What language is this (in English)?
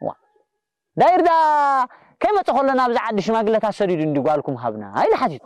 Tigrinya